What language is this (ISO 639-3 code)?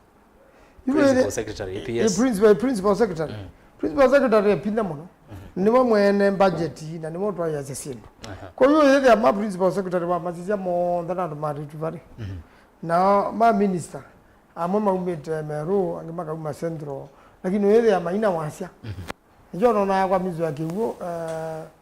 kam